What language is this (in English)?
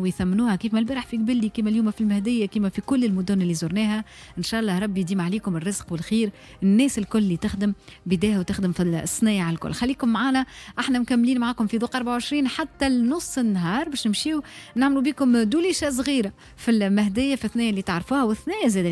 Tunisian Arabic